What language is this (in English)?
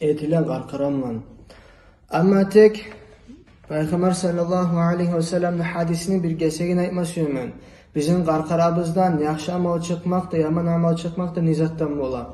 Kumyk